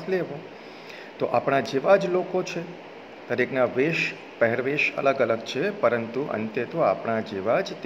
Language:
Gujarati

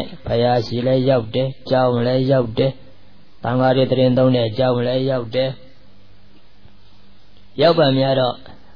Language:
Burmese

